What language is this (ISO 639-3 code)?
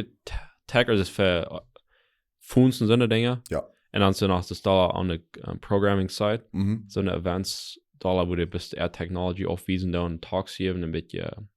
pdt